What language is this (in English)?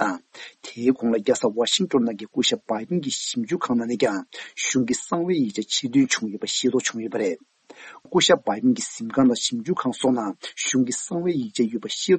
Tibetan